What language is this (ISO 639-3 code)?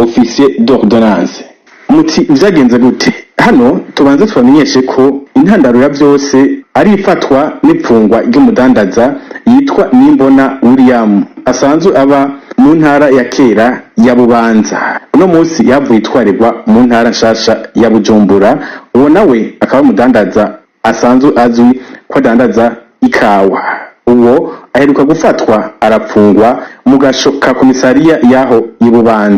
run